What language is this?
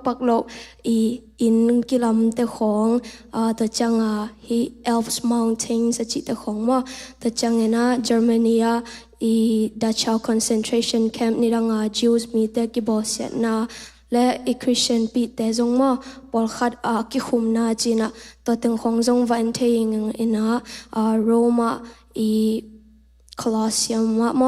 Tedim Chin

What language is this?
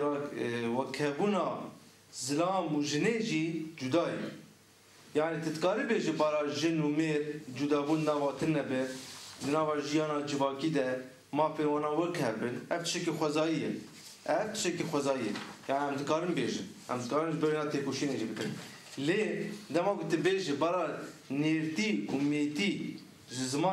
Kurdish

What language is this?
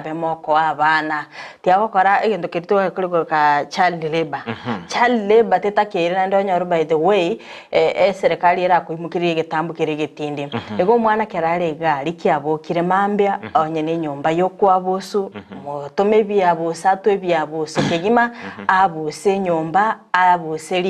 Gusii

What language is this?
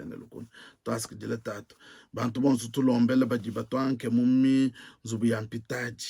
Luba-Lulua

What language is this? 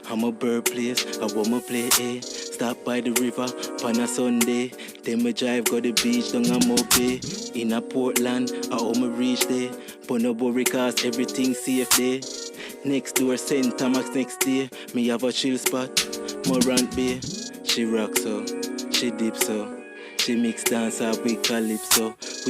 Jamaican Creole English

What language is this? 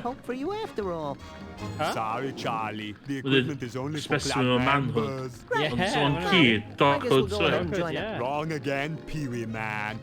Welsh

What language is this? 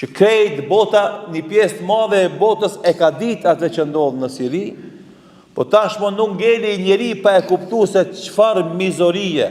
Albanian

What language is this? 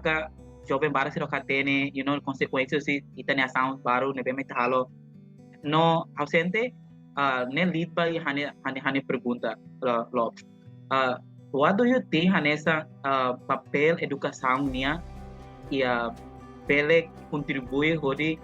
Tetum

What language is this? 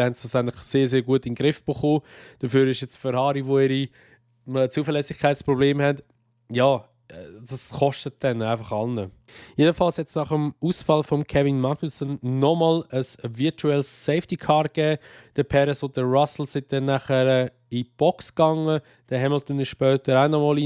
Swiss German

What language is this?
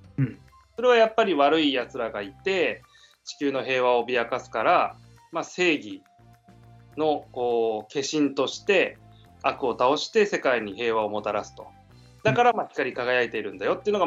Japanese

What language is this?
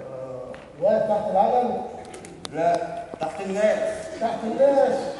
Egyptian Arabic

